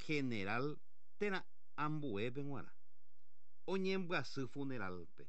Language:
Guarani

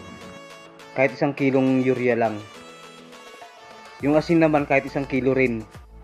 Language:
Filipino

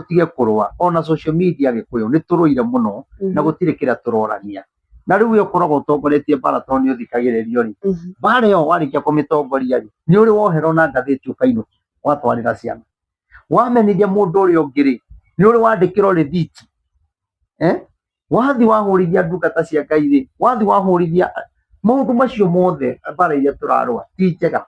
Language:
Kikuyu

